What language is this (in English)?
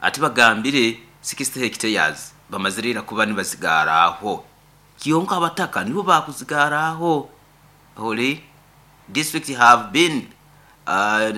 Nyoro